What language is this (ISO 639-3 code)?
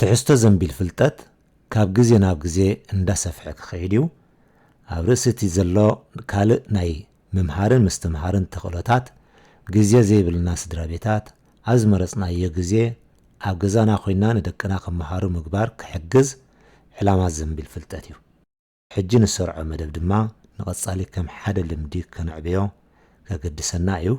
tir